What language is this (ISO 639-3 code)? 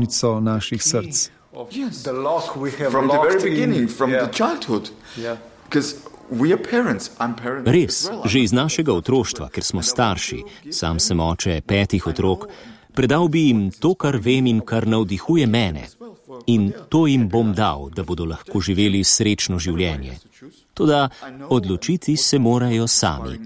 slv